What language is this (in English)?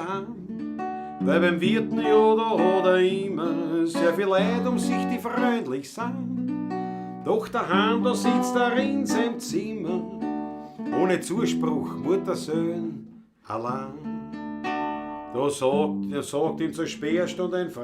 Bavarian